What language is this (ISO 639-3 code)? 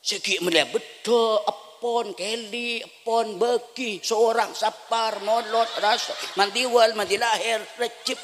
mad